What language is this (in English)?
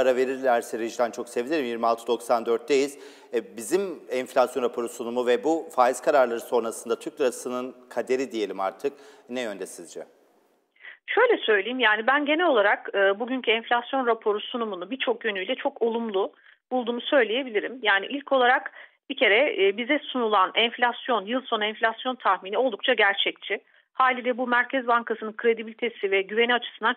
Turkish